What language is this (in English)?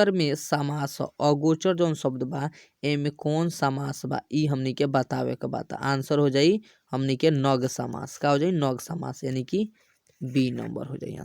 Bhojpuri